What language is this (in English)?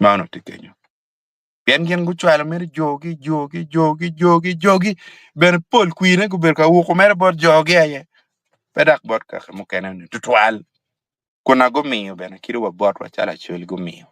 Acoli